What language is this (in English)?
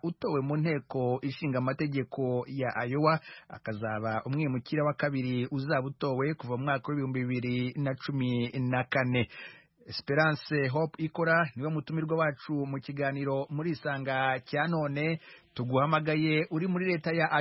Kinyarwanda